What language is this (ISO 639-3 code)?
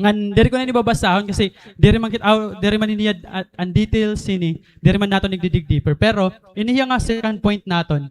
war